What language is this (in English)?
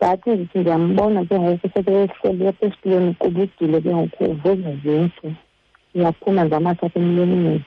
Xhosa